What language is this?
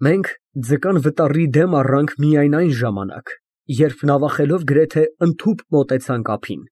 Armenian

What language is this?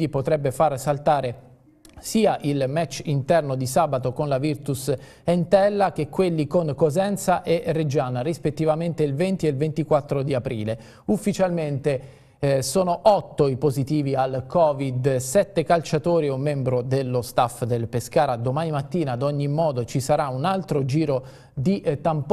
Italian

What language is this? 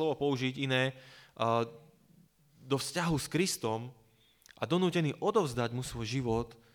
Slovak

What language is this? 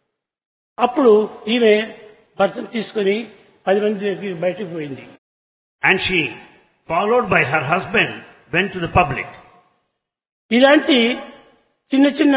Telugu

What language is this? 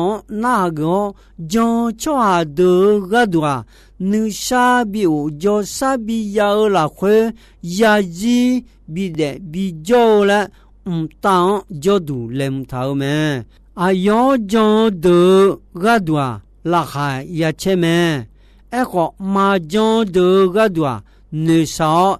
Akha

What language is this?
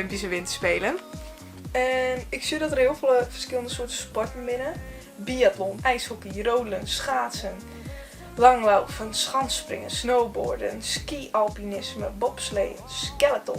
Western Frisian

